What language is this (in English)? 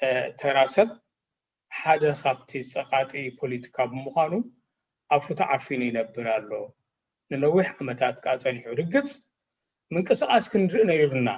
Tigrinya